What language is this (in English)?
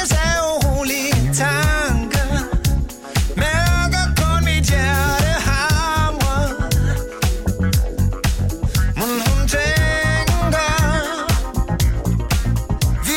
Danish